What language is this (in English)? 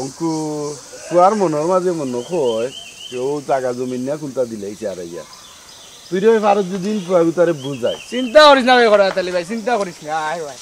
Sylheti